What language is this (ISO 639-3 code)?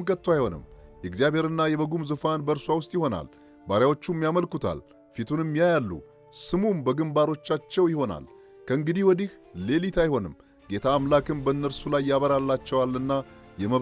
amh